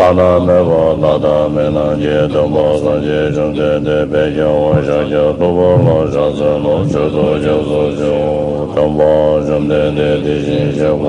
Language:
Tibetan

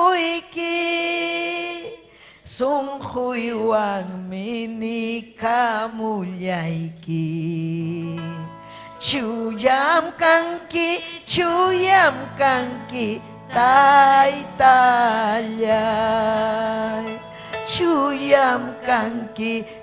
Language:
Ayacucho Quechua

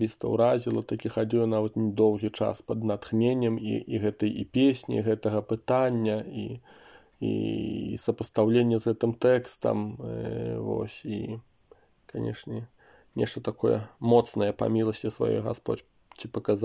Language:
Belarusian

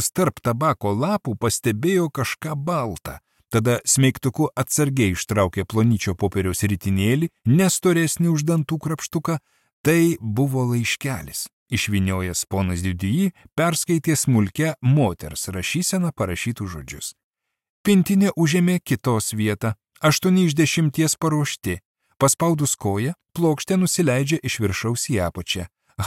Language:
Lithuanian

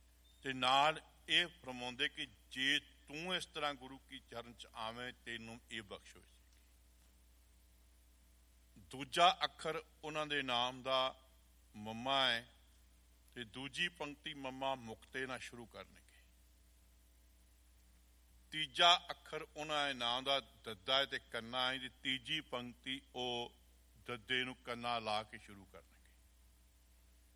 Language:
Punjabi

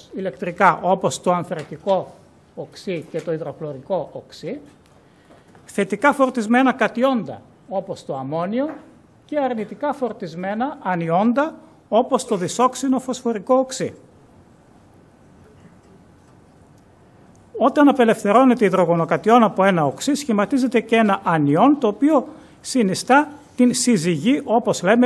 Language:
Greek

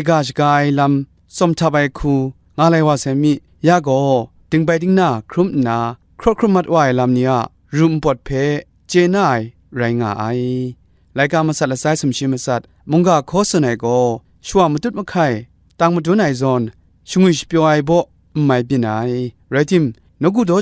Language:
Kachin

